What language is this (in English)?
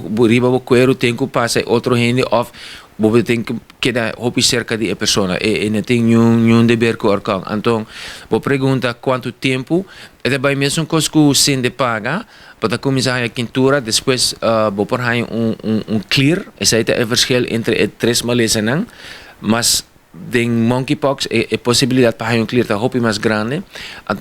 Papiamento